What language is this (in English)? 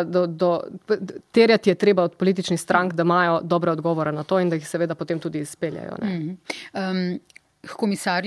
Slovenian